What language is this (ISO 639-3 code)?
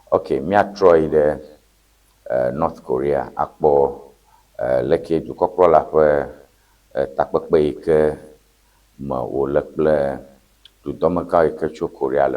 ewe